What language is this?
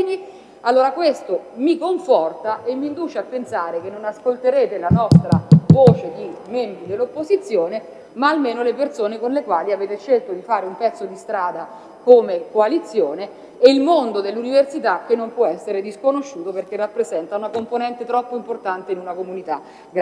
Italian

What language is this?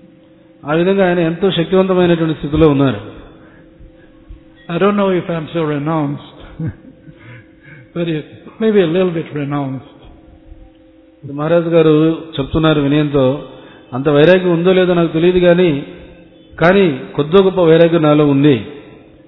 Telugu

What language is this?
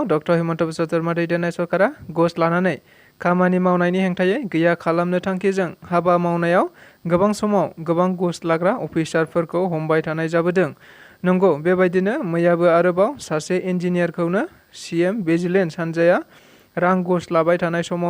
Bodo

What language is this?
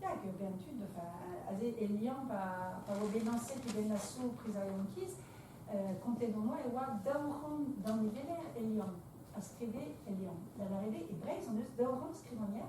Breton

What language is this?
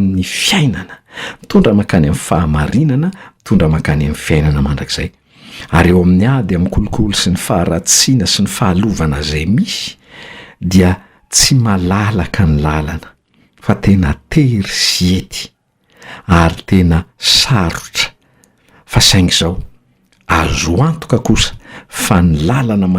Malagasy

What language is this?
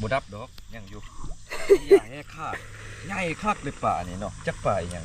Lao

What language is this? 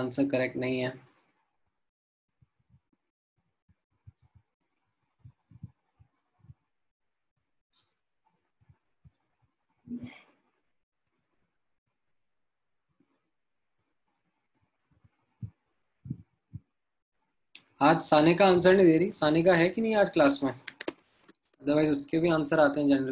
Hindi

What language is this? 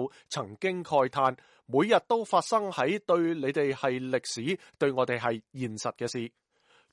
Cantonese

